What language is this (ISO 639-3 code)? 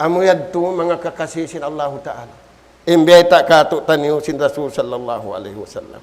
tsg